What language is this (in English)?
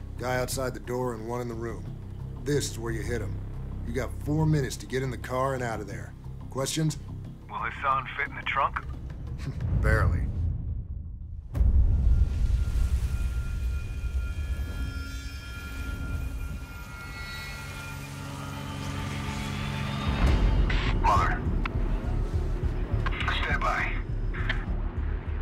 English